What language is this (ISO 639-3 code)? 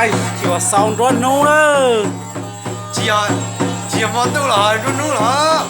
hmn